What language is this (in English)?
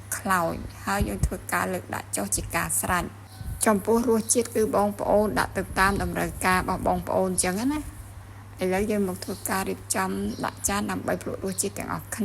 Khmer